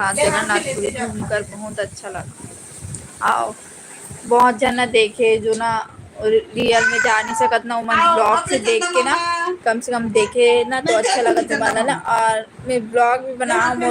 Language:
Chhattisgarhi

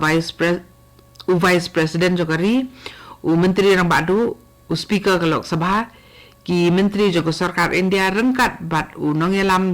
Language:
Khasi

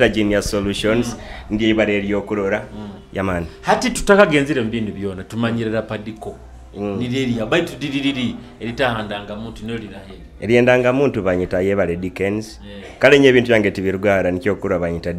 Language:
Nyoro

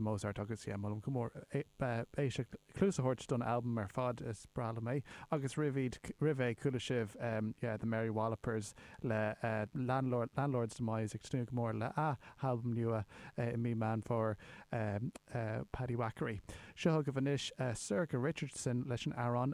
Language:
Irish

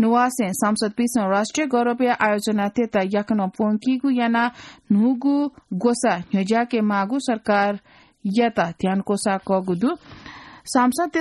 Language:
Newari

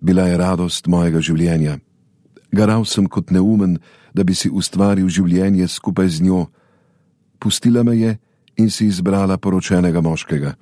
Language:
Slovenian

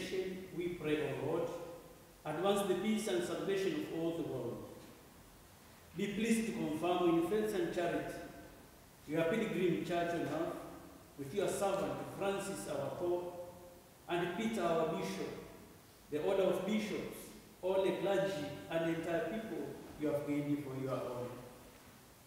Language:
English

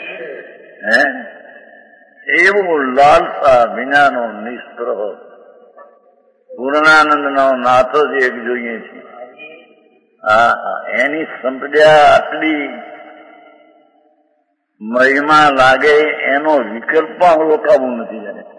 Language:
Gujarati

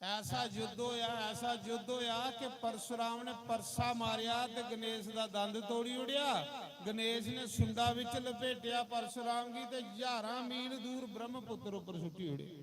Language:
Dogri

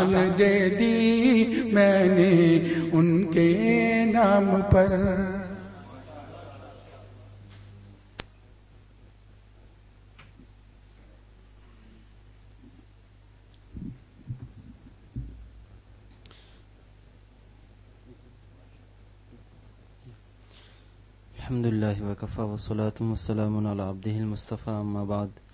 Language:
Urdu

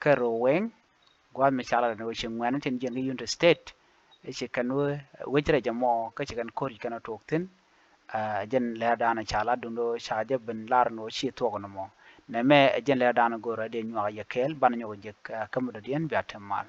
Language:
Nuer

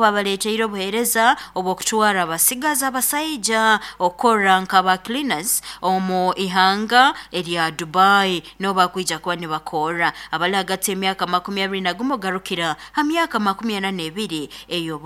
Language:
Nyoro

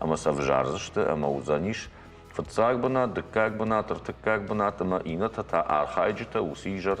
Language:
Ossetic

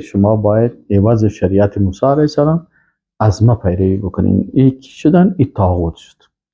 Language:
Persian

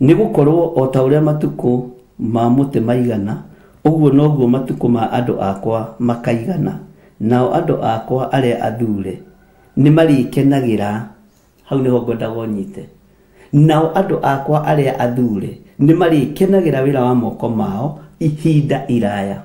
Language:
Kikuyu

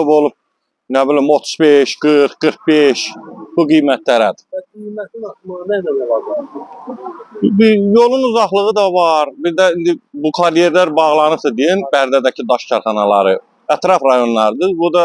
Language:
Azerbaijani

